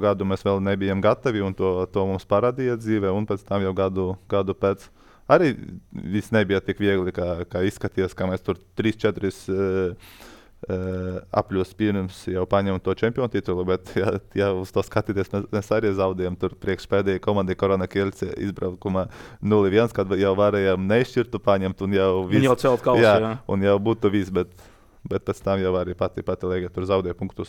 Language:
Latvian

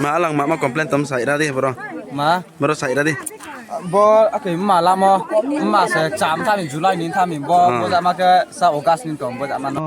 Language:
Riang (India)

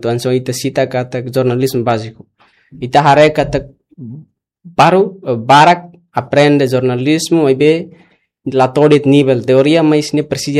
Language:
Tetum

